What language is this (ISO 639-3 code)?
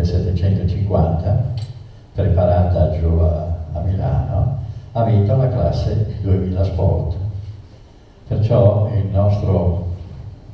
ita